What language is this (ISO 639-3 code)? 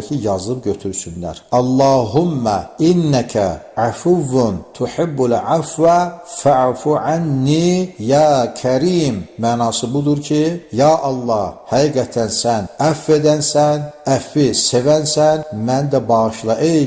aze